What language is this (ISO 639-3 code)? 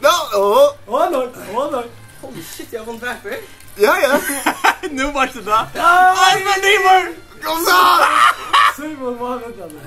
fao